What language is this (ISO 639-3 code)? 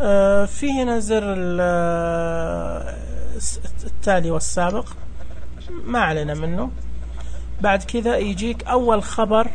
ars